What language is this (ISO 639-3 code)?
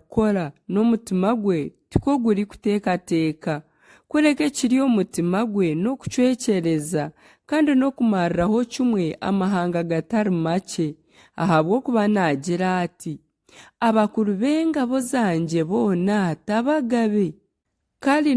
nyn